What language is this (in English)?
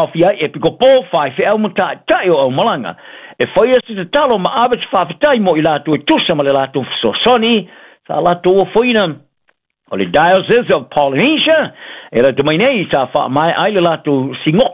Samoan